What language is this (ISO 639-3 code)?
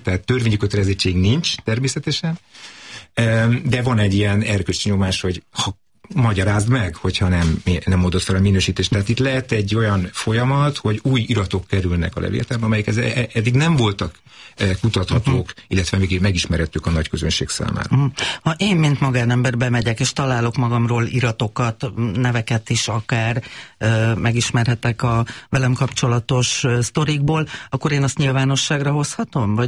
hun